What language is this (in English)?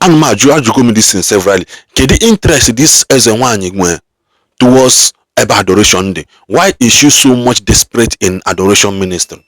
Igbo